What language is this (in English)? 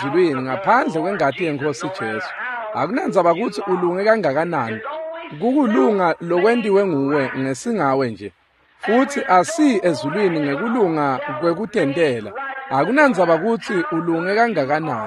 Swati